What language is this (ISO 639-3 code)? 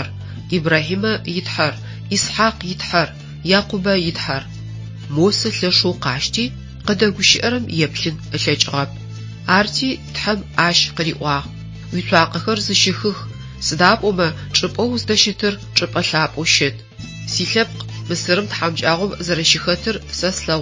ady